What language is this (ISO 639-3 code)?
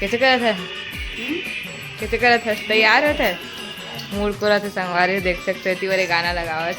hne